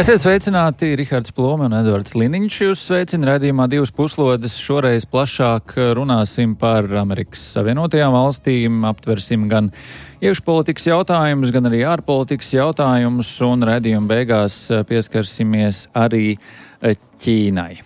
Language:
Latvian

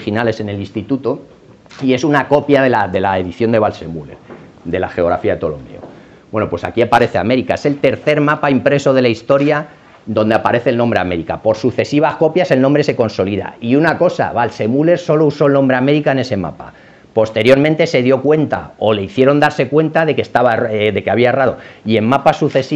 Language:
Spanish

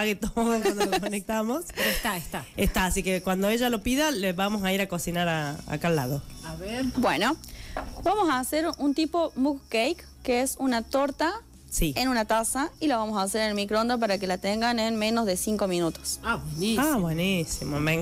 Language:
Spanish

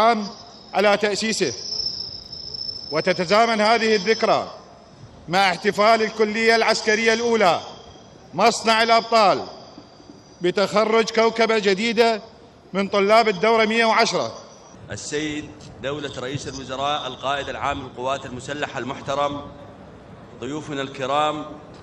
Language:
Arabic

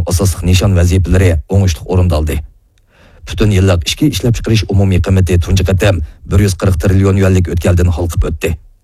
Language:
Uyghur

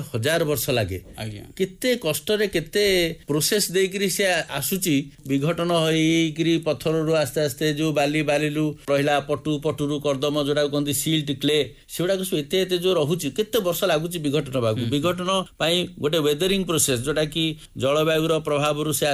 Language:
Odia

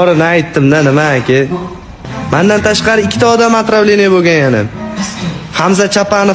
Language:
Uzbek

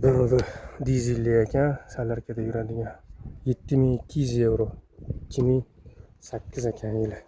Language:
Uzbek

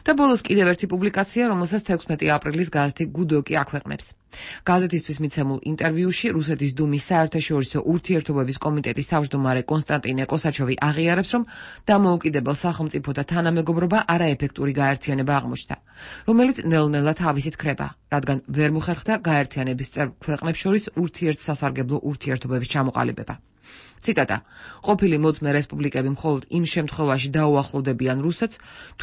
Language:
Georgian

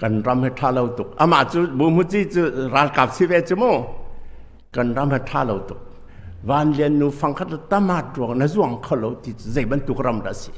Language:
Hakha Chin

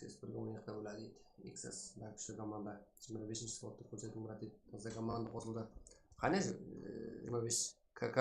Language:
Kara-Kalpak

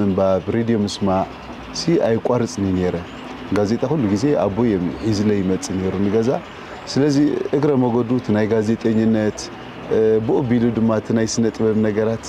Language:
Tigrinya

